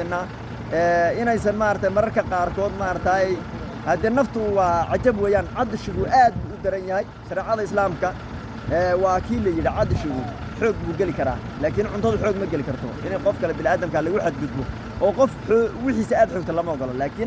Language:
Somali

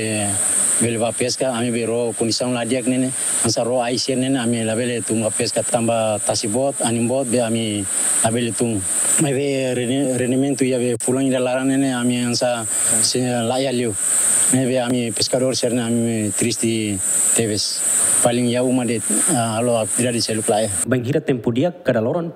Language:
Tetum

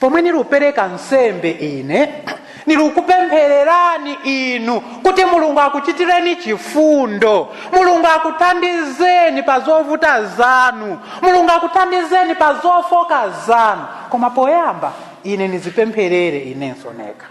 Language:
Nyanja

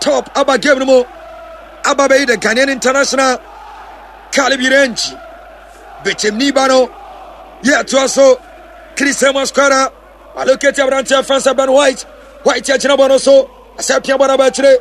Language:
Akan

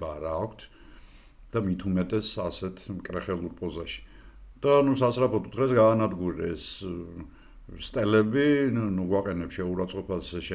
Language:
Georgian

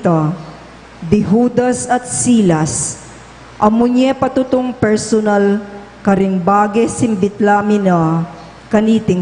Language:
Pampanga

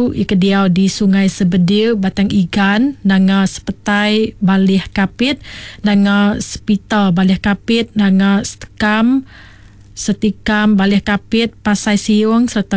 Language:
Iban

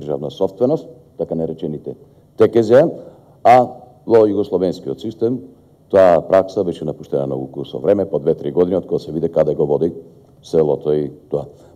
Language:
Macedonian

